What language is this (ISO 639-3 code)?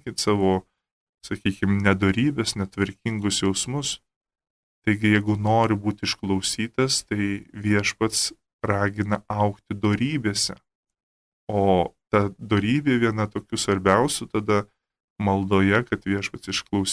lit